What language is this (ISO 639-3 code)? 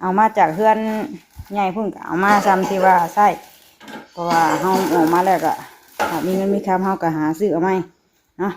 tts